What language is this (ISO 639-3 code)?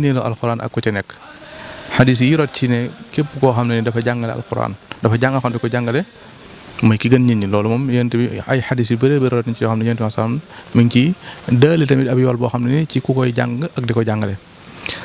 wol